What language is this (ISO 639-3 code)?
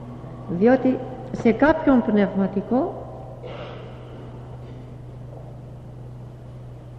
ell